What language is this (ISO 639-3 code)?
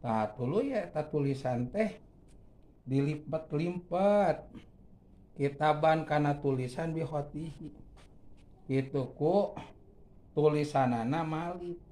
sun